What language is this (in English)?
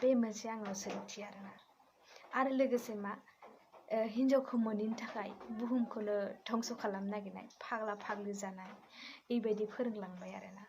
Bodo